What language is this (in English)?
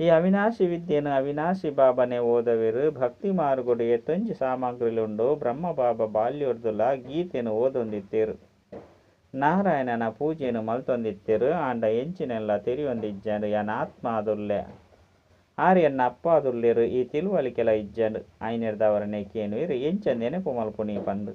Tulu